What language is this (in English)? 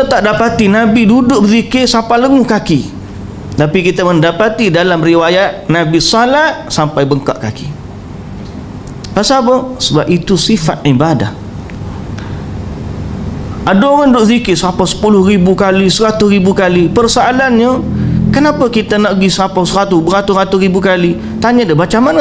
Malay